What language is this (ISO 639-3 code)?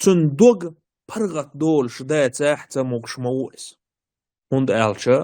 che